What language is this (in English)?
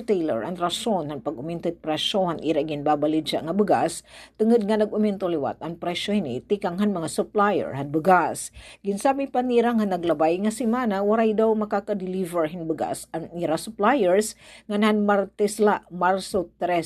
Waray